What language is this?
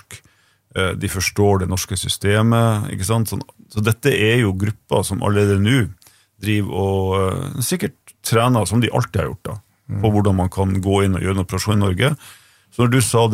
Norwegian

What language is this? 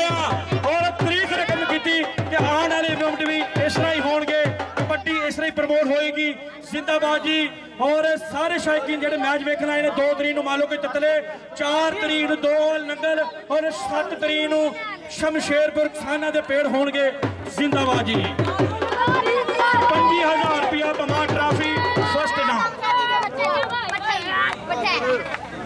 Punjabi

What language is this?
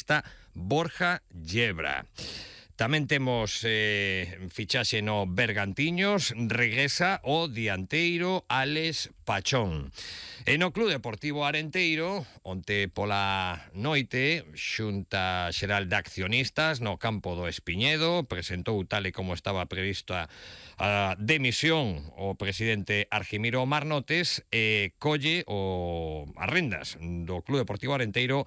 Galician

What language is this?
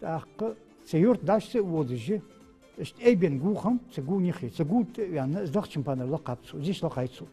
Ingush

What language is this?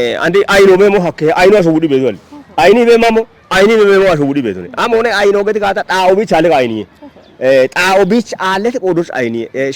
Kafa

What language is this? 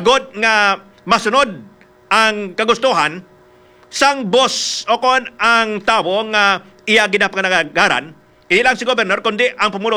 Hiligaynon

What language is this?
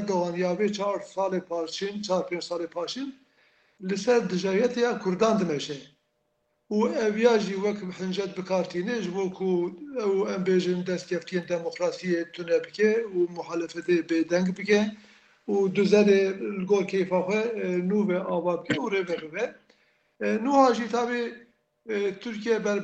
Kurdish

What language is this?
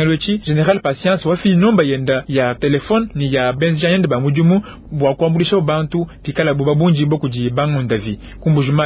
Luba-Lulua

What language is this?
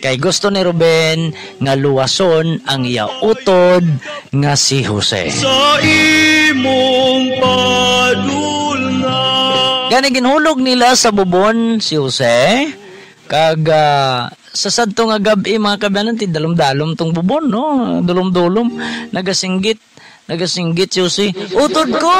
Hiligaynon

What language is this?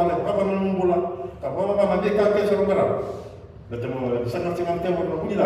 Fijian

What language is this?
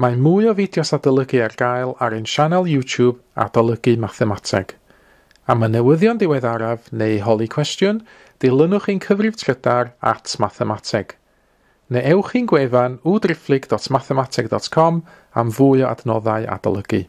Welsh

